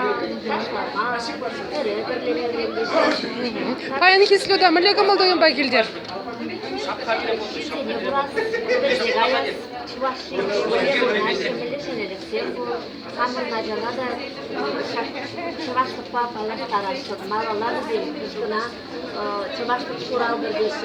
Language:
Chuvash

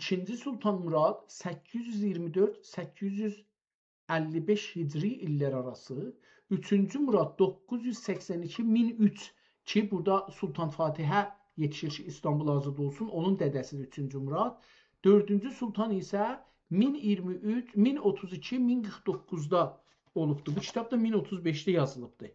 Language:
South Azerbaijani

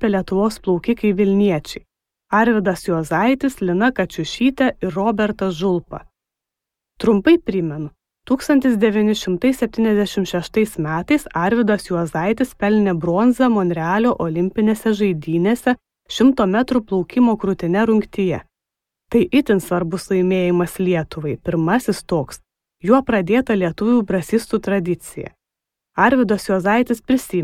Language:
Lithuanian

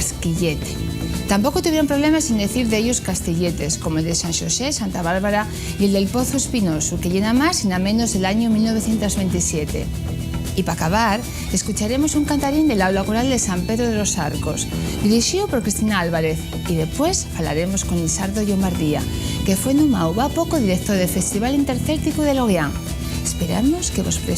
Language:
Asturian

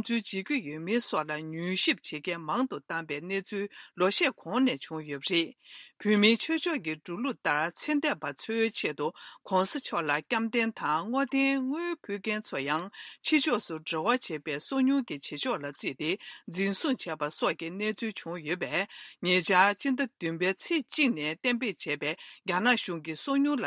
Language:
Tibetan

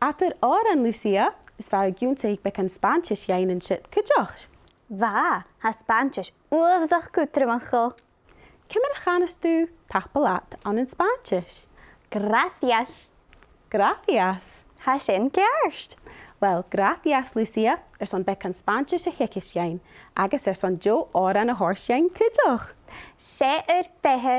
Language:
Scottish Gaelic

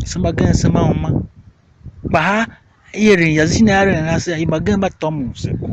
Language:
Tiv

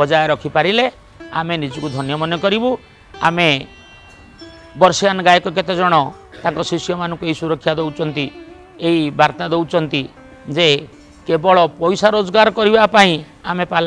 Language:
Odia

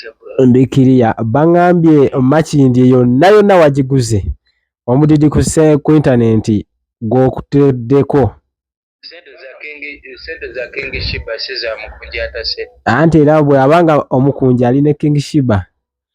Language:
Ganda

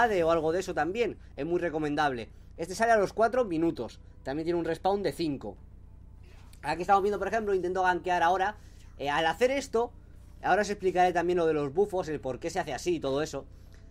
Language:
Spanish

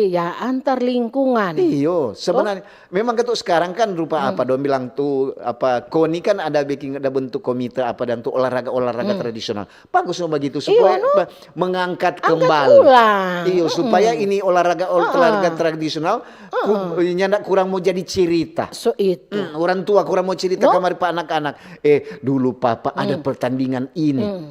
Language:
Manado Malay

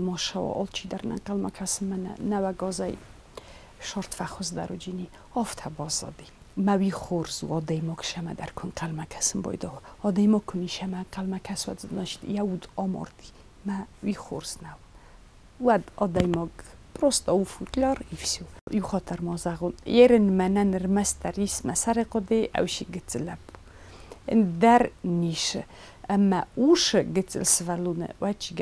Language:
Ossetic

